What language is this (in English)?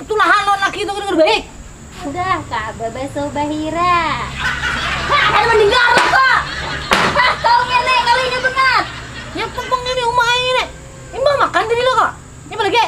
Banjar